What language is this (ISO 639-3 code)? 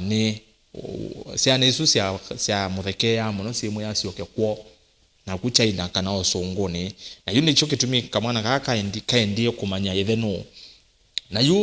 kam